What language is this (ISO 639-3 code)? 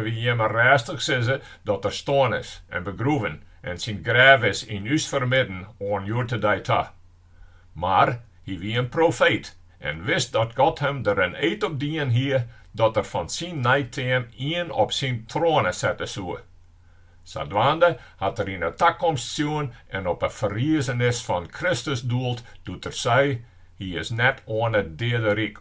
fry